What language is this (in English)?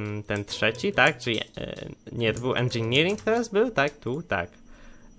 Polish